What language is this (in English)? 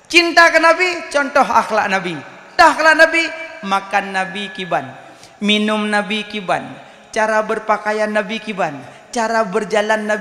Achinese